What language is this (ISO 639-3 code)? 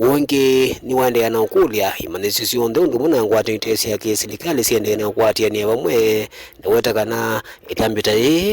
kam